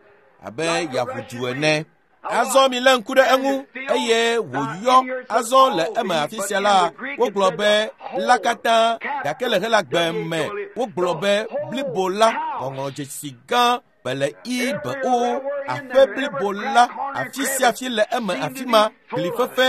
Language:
Ewe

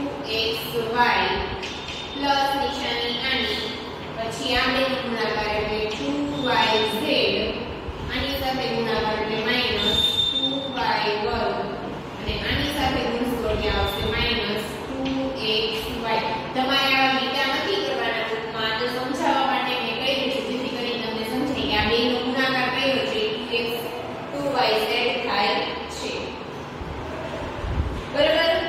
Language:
Gujarati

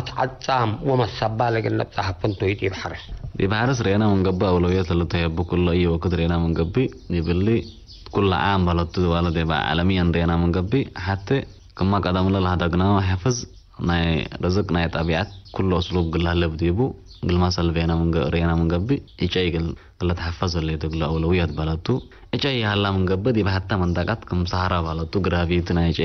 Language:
Tigre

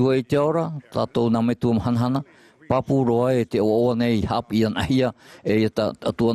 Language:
Tahitian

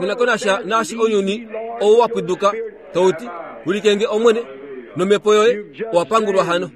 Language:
Kuanyama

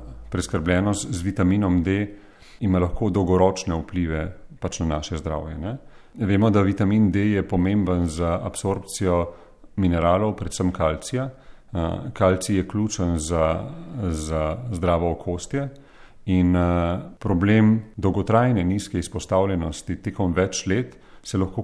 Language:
Slovenian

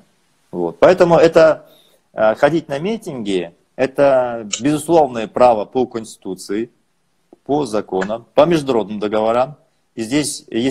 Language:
Russian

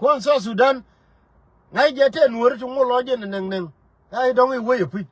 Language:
Nuer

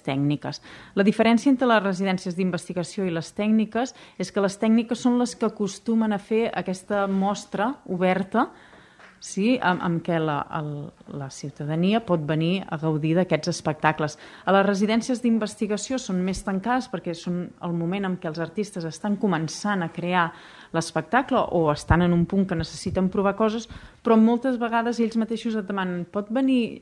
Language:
Catalan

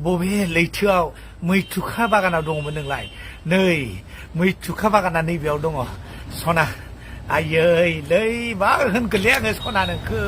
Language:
Bodo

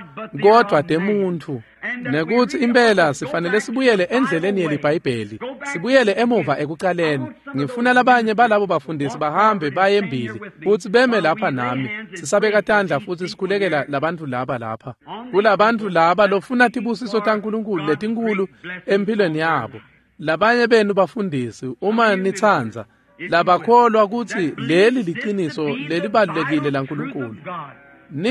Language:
Swati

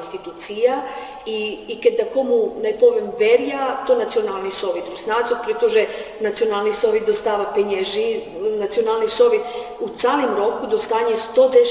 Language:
Rusyn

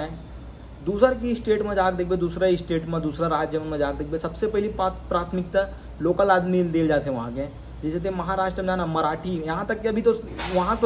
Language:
Chhattisgarhi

